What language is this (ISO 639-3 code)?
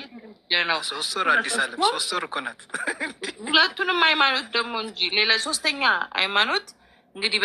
amh